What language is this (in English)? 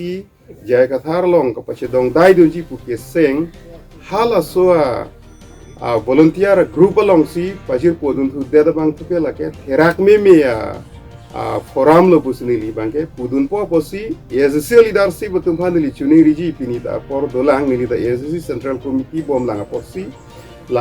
Karbi